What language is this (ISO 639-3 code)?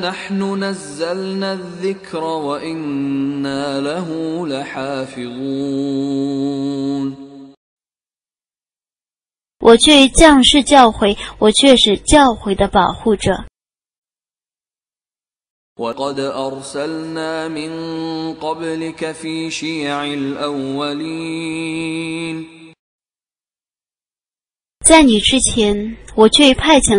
ara